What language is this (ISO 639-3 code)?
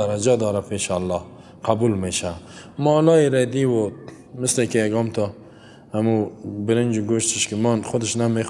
fas